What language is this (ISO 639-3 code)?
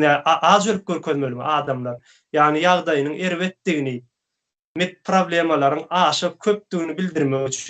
tuk